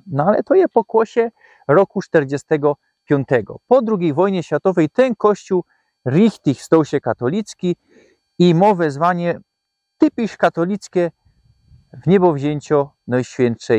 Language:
Silesian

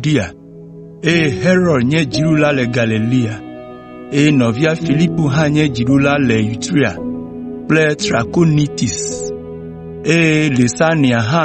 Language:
Ewe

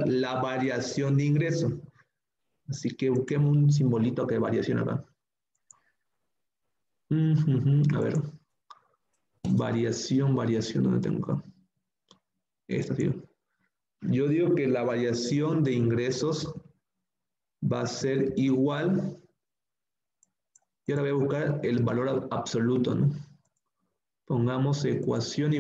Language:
Spanish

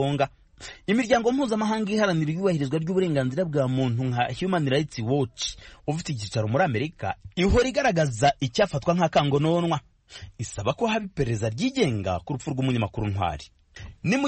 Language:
Kinyarwanda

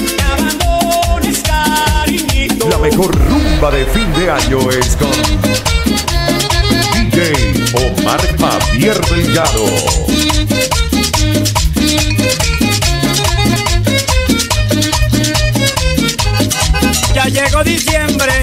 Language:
Spanish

